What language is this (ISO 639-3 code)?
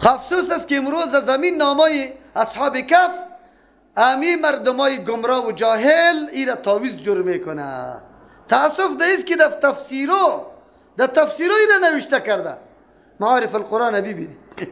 fas